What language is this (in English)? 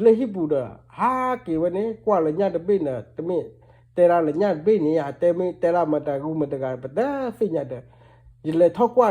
S'gaw Karen